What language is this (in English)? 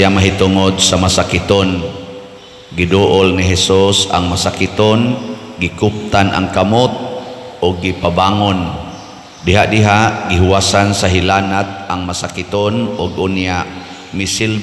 Cebuano